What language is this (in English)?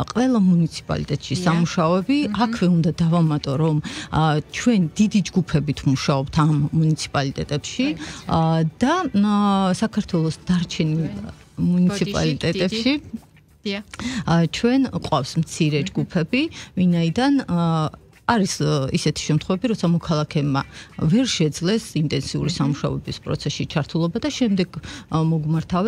Georgian